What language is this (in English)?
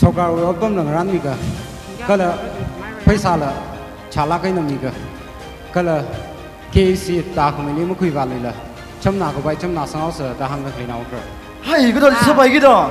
Tangkhul Naga (India)